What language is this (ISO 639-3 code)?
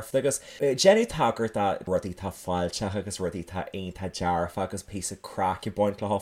gle